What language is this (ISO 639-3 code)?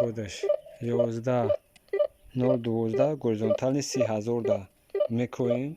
tgk